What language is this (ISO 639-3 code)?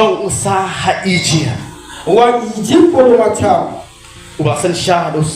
kha